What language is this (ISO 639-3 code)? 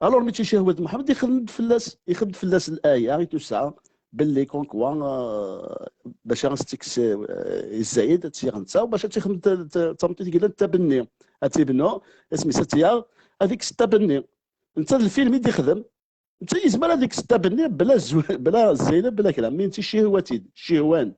kab